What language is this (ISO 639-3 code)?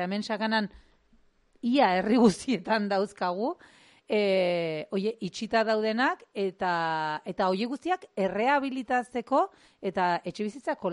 eus